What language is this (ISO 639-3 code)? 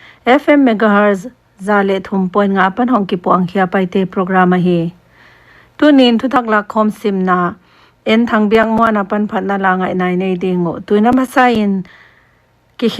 pck